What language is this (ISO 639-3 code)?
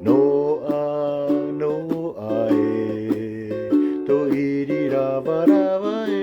tah